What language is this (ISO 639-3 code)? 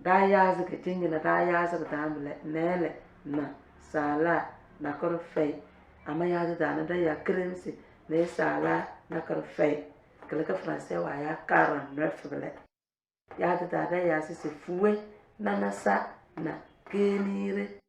kdh